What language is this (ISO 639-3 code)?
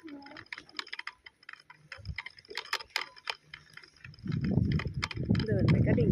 lao